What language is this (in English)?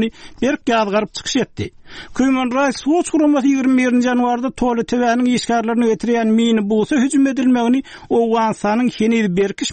Turkmen